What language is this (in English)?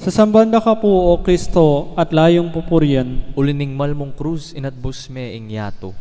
Pampanga